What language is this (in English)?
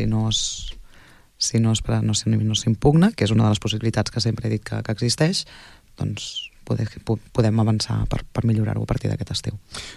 Catalan